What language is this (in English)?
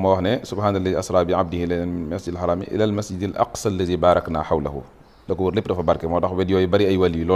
Wolof